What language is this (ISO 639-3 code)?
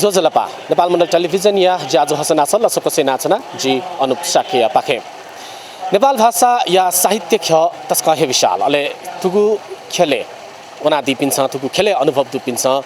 new